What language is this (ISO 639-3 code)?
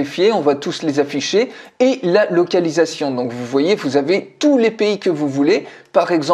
fra